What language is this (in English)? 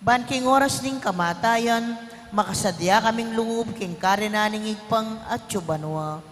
Pampanga